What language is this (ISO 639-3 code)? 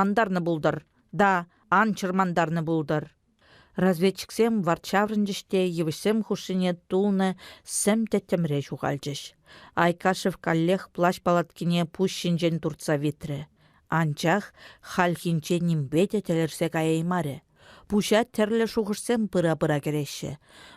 chv